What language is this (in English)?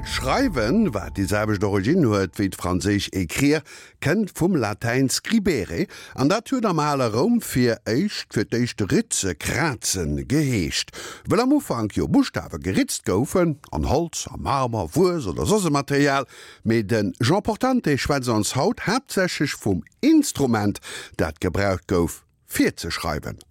Luxembourgish